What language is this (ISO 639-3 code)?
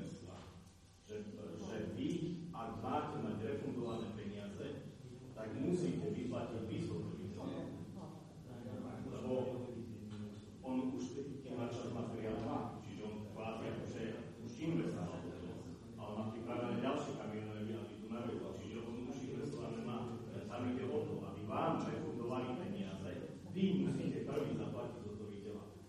slk